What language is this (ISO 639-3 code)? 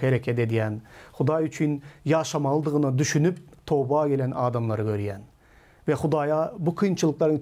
tuk